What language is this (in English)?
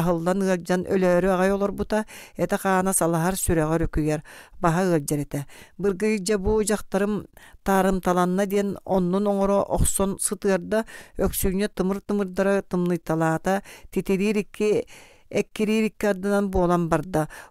Yakut